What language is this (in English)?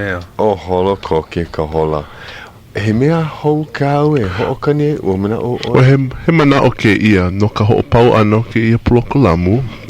Hawaiian